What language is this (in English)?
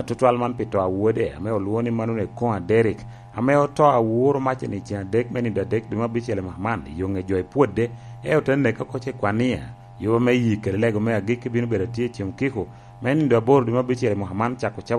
Lango (Uganda)